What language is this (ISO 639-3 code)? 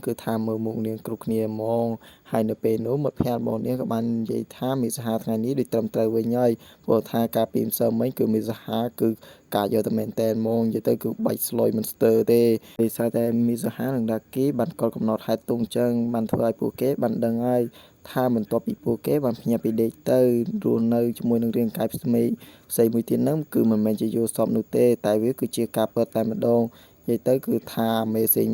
khm